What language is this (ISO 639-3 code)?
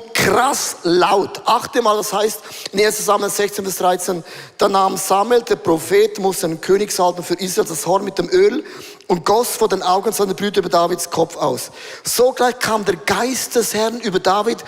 gsw